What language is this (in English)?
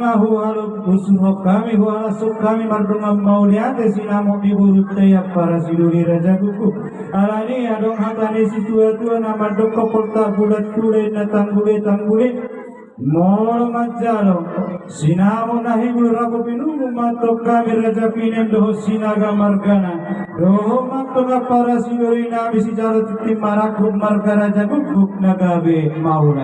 Batak Toba